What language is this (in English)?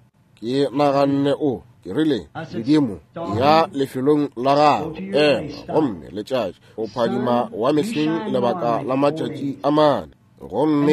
Northern Sotho